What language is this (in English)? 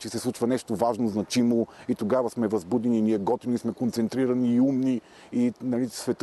Bulgarian